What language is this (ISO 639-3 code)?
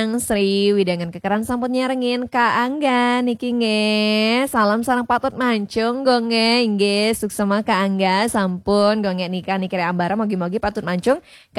ban